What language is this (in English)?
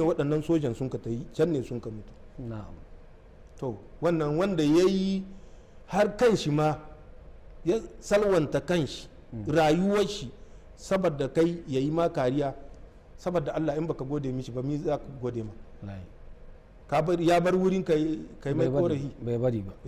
Hausa